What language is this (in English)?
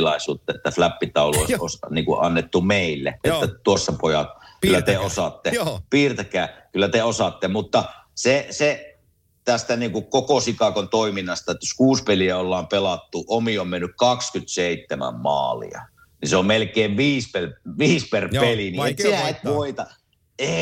Finnish